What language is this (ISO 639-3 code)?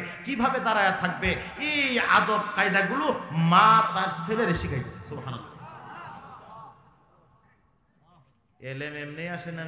ben